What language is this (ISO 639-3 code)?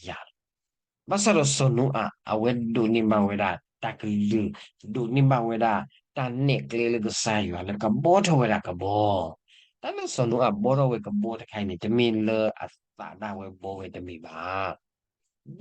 ksw